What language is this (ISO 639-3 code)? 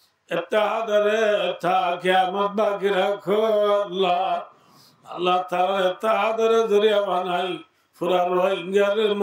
rhg